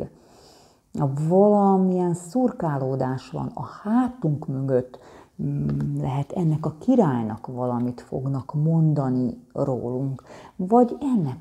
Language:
Hungarian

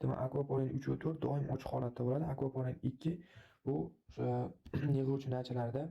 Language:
Uzbek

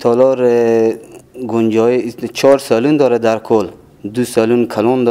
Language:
Persian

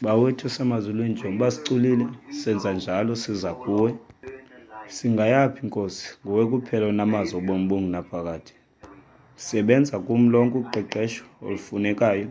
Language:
Xhosa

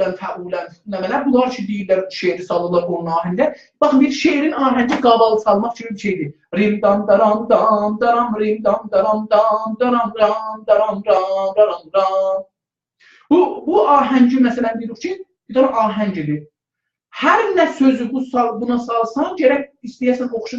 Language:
South Azerbaijani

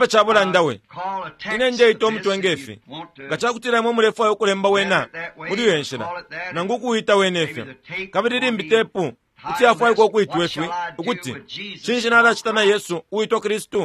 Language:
Bemba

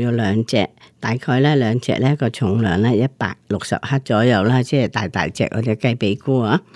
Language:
Cantonese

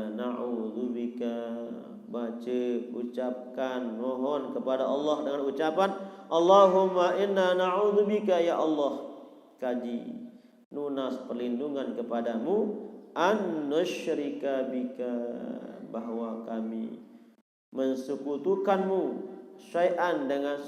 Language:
Sasak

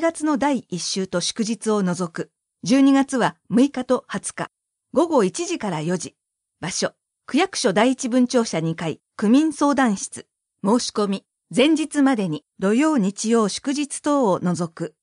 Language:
Japanese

